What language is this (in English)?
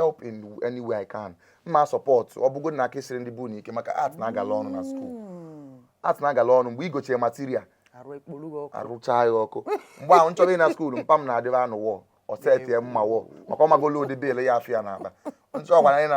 Igbo